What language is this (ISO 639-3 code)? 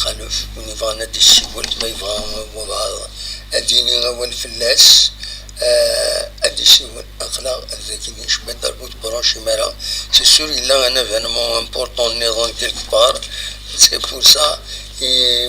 kab